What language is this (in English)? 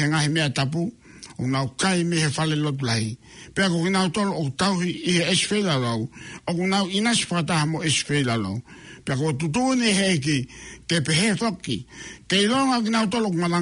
Tongan